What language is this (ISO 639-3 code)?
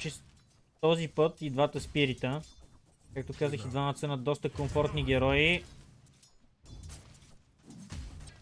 bul